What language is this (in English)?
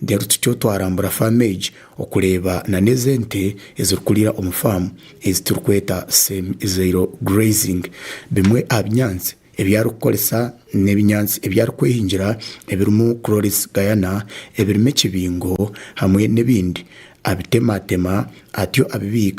Nyankole